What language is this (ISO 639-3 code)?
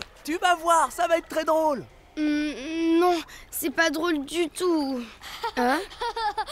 fra